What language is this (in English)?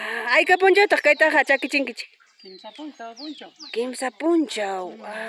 Ayacucho Quechua